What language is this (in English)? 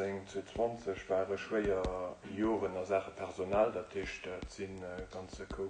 Luxembourgish